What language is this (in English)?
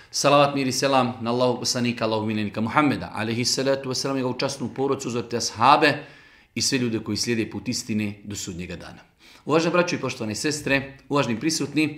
Bosnian